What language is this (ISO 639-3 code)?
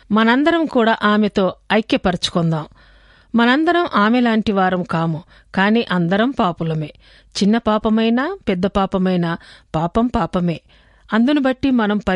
tel